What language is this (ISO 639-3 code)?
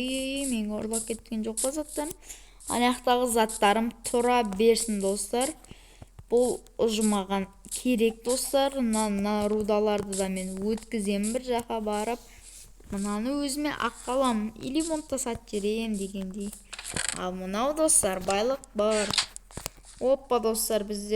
kaz